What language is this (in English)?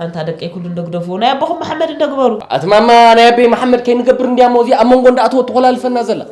Tigrinya